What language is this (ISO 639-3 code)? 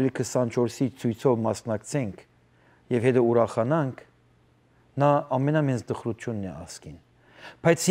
hyw